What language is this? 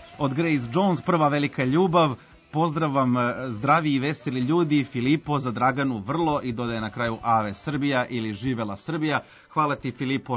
Serbian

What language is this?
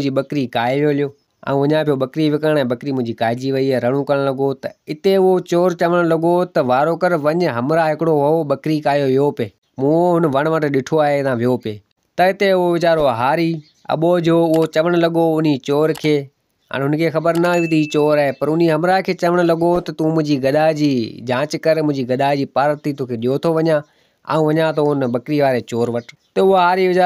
Sindhi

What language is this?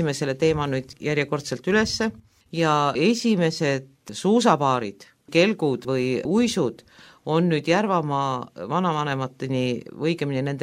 Estonian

